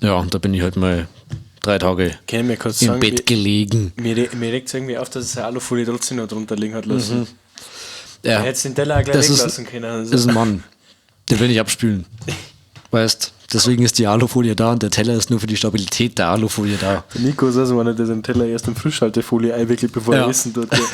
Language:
Bavarian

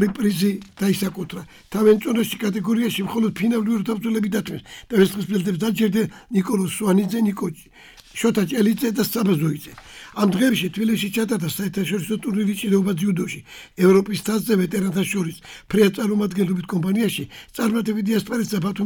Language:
Georgian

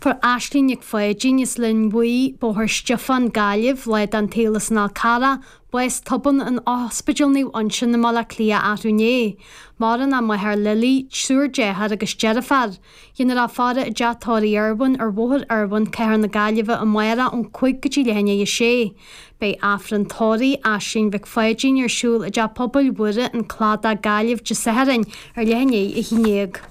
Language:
Irish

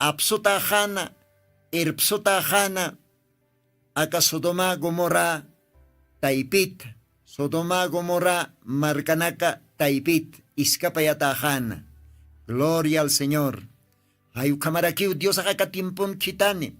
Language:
Aymara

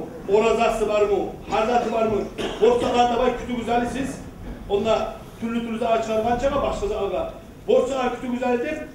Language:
Kumyk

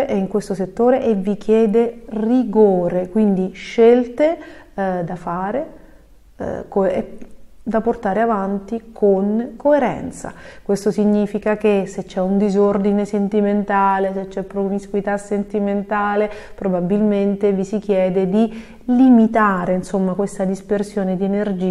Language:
Italian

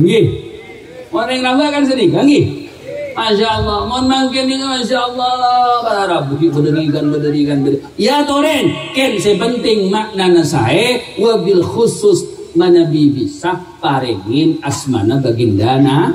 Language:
Madurese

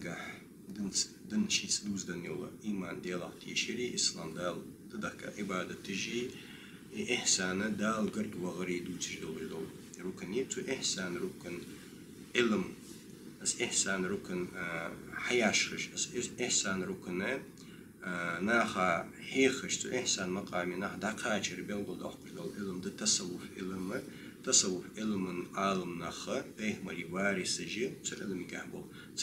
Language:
Ingush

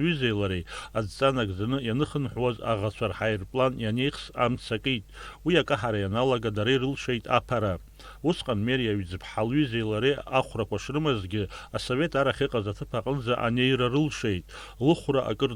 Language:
Abkhazian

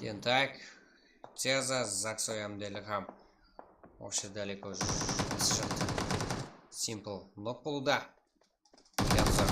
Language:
Kara-Kalpak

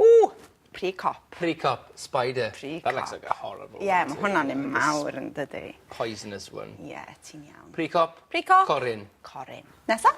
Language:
Welsh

